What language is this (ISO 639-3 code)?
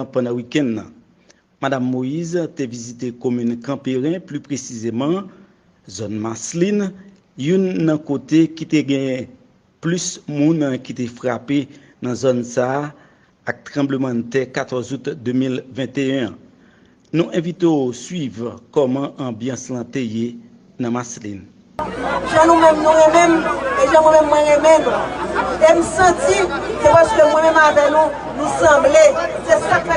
hat